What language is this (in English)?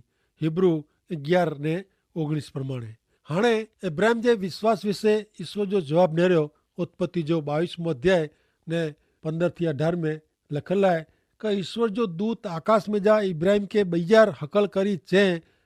Kachhi